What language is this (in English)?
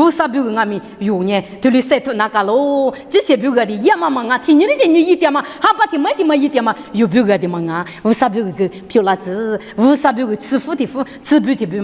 Lisu